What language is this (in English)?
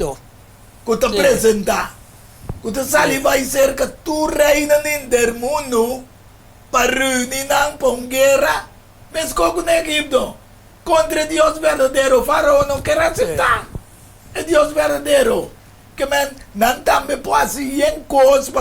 Papiamento